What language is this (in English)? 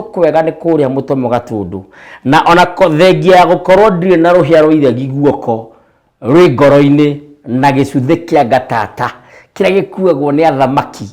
Kikuyu